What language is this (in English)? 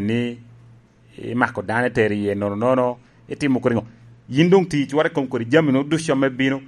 Lango (Uganda)